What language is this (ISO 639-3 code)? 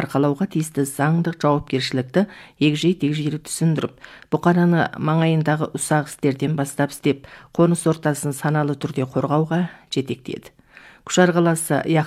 kaz